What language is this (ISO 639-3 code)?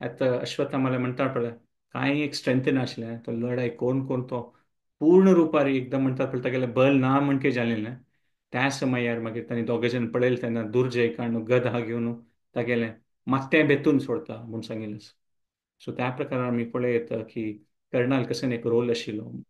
kok